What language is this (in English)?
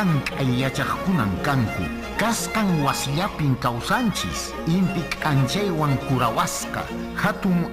Quechua